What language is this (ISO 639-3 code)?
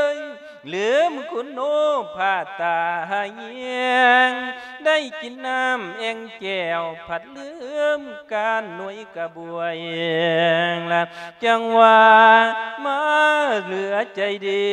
lao